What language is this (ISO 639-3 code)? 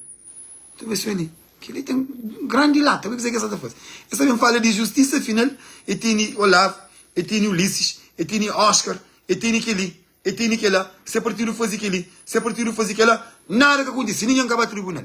kea